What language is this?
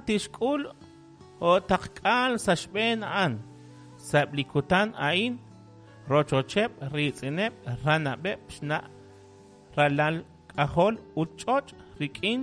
Kekchí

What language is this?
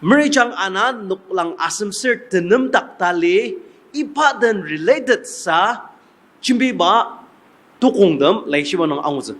Ao Naga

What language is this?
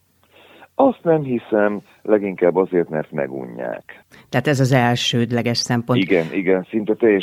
Hungarian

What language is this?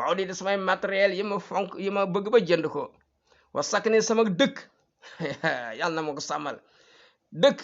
Wolof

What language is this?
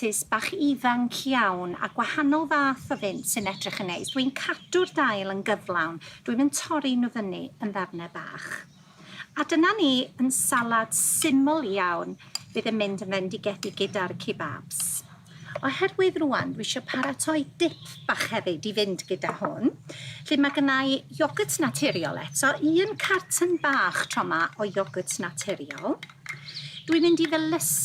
Welsh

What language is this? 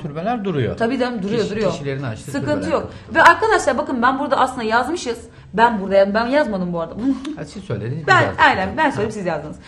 Turkish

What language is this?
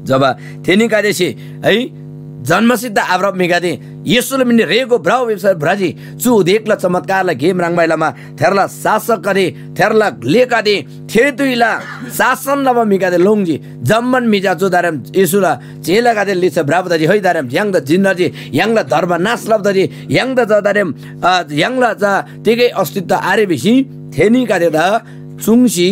Eastern Tamang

